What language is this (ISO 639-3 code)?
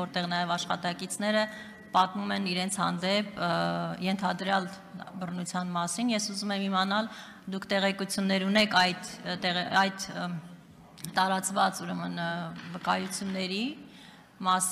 hye